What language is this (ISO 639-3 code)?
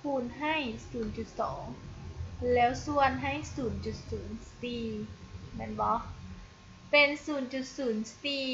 lao